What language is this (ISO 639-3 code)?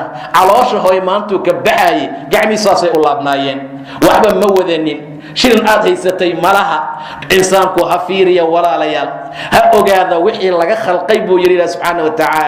som